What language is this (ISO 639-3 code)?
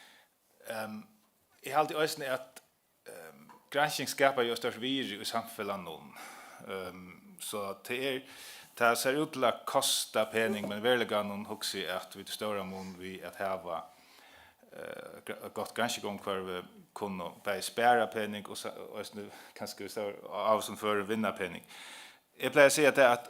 fao